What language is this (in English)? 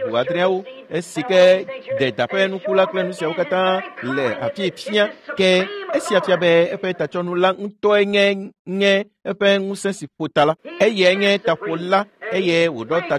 Ewe